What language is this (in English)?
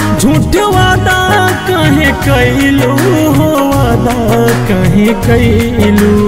Bhojpuri